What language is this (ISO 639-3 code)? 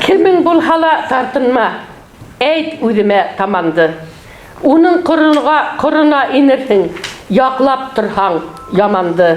bak